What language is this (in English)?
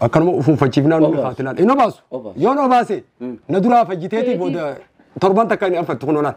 Oromo